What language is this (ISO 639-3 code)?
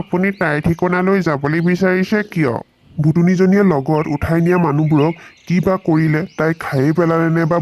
asm